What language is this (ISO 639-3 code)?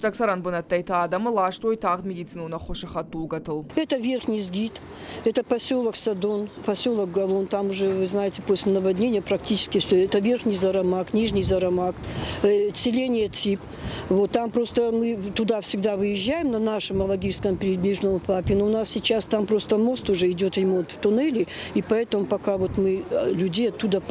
oss